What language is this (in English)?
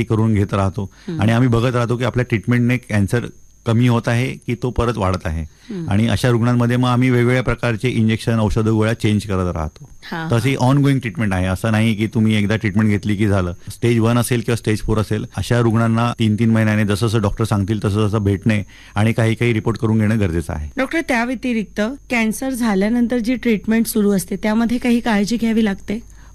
Marathi